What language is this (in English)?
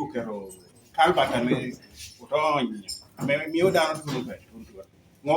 Lango (Uganda)